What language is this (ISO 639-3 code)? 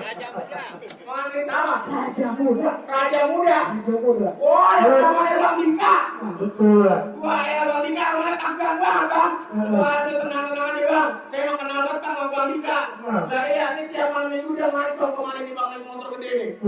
bew